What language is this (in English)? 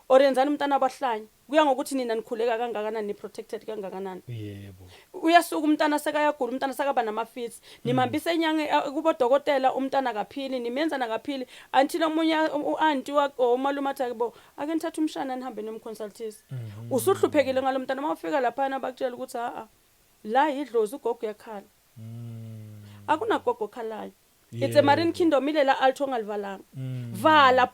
Zulu